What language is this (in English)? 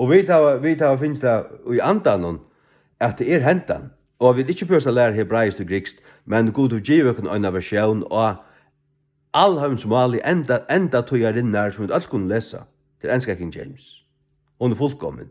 Faroese